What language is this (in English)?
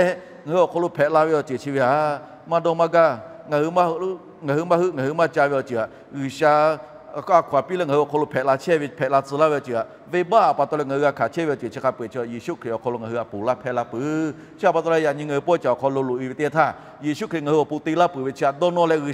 Lahu